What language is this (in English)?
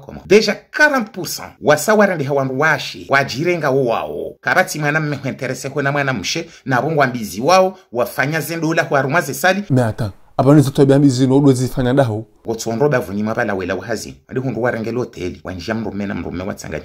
Ngazidja Comorian